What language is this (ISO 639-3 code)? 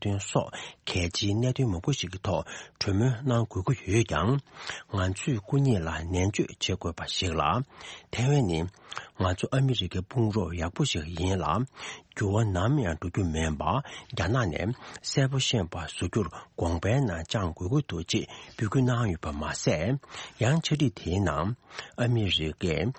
bod